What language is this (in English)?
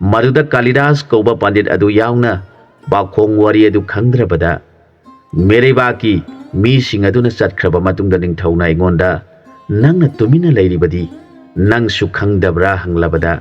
Manipuri